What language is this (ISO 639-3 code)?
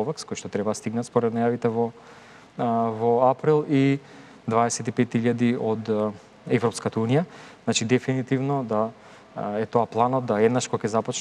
mkd